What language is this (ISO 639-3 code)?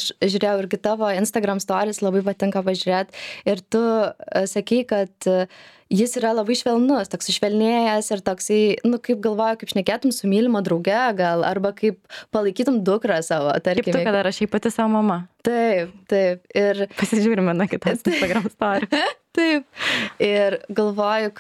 lit